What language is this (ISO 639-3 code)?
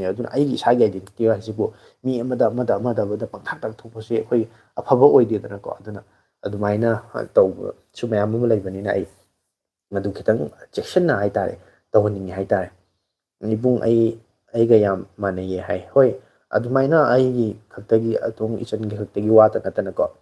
mni